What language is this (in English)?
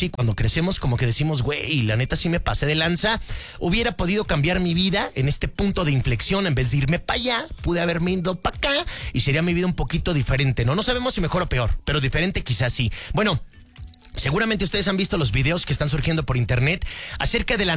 Spanish